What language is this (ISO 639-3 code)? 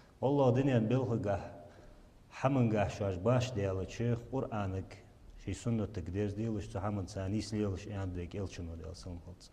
inh